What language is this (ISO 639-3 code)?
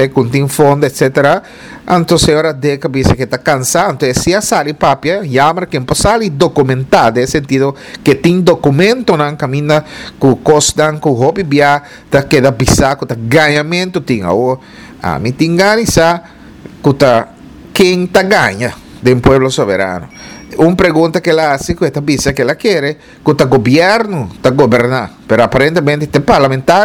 pap